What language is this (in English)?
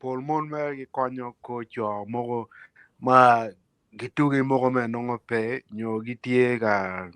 Acoli